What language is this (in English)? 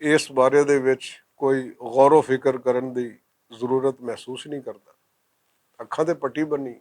Western Panjabi